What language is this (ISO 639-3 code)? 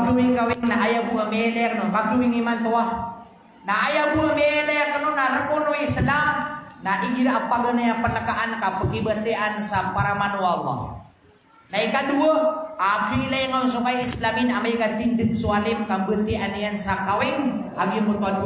mrw